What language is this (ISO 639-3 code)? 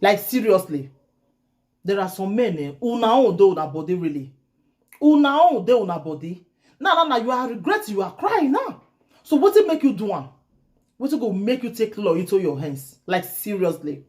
pcm